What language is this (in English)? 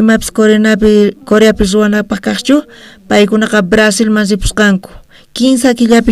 South Bolivian Quechua